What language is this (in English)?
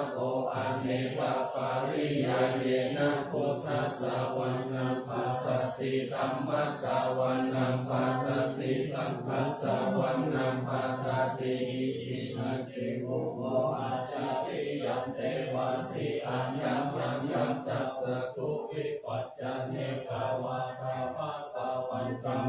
Pali